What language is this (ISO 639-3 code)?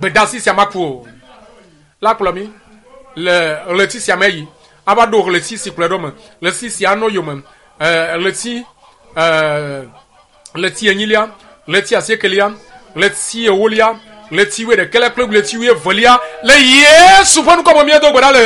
ewe